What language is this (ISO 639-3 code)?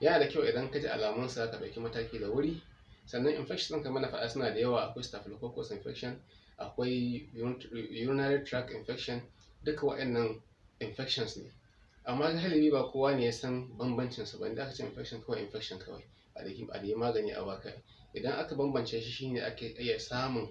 hau